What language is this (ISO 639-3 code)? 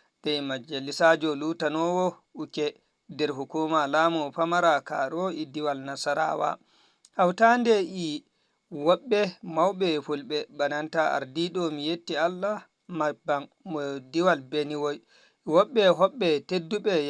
ful